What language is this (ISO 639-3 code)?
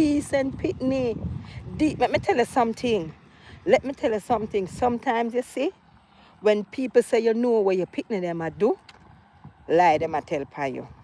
jam